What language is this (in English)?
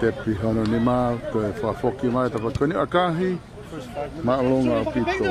Tongan